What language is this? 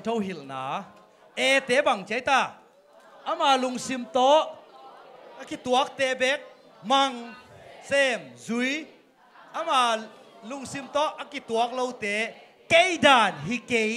Tedim Chin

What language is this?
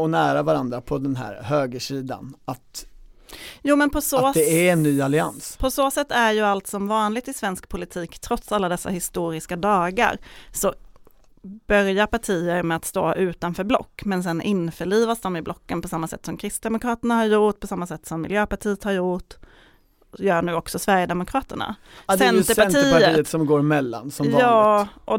Swedish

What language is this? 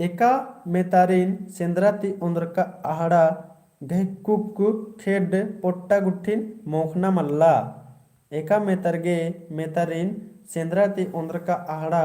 Kurukh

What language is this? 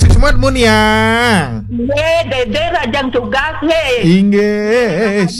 Balinese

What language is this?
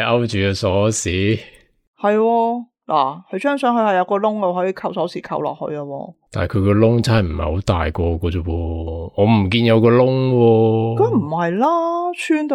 Cantonese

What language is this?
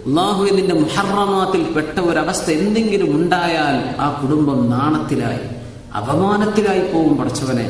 Malayalam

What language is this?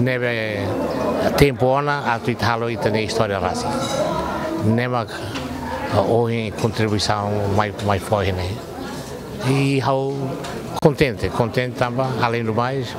Tetum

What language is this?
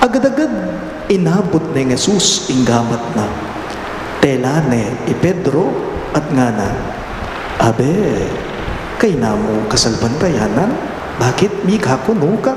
Pampanga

